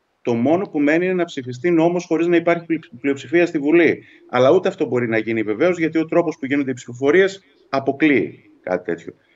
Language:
Greek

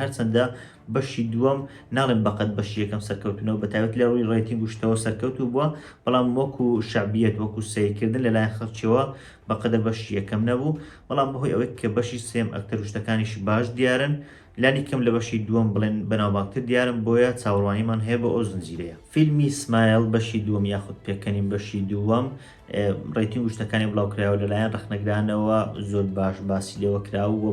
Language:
Central Kurdish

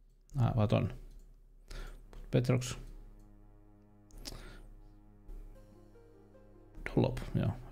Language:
Finnish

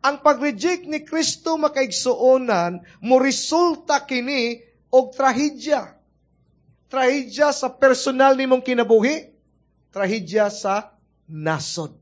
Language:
Cebuano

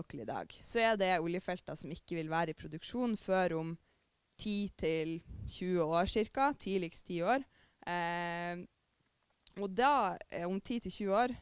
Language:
Norwegian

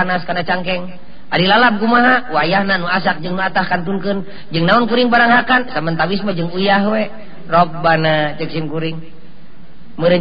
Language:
Sundanese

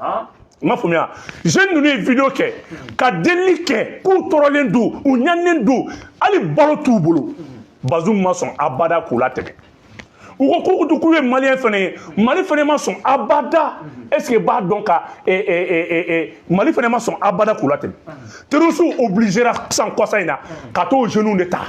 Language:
Bambara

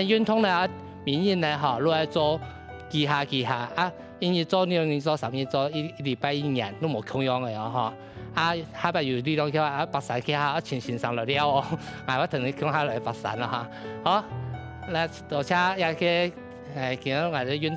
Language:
Hakka Chinese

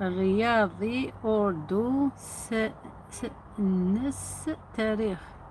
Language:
Algerian Arabic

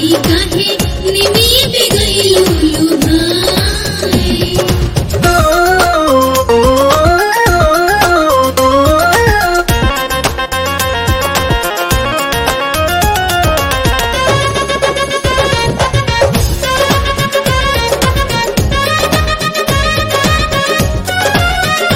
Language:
Bhojpuri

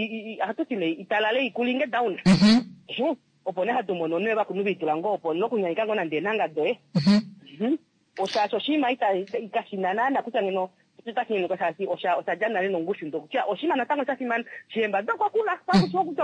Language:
Kuanyama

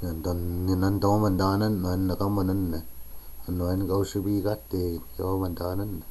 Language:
Chippewa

